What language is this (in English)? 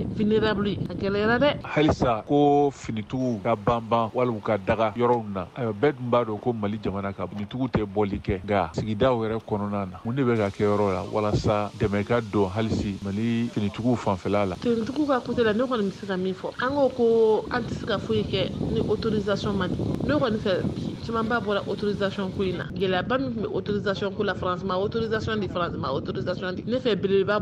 Bambara